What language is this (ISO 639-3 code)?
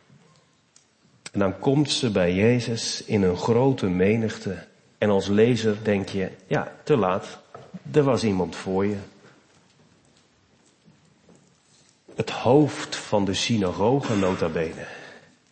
nld